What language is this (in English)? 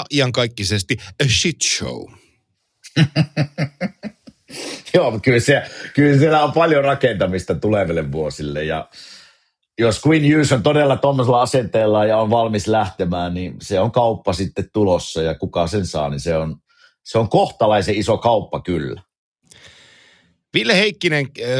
Finnish